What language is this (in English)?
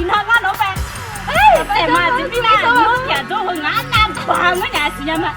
Akha